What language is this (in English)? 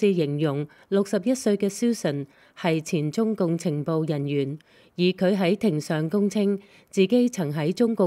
Cantonese